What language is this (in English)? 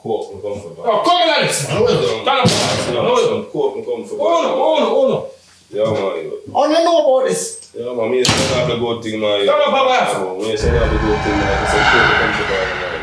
Jamaican Creole English